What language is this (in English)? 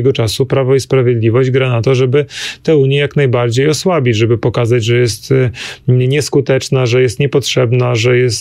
Polish